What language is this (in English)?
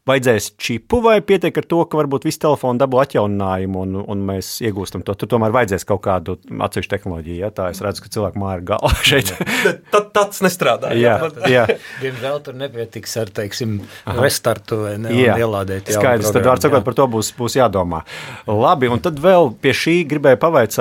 Latvian